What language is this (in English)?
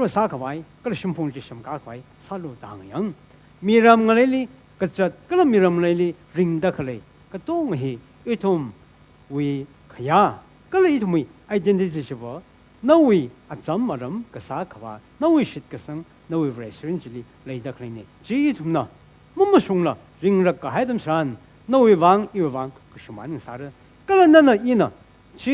Tangkhul Naga (India)